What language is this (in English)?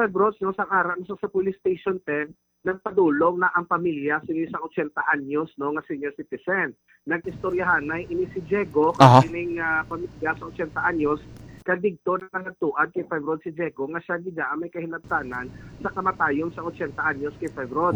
Hiligaynon